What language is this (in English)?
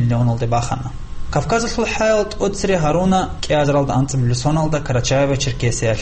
Avaric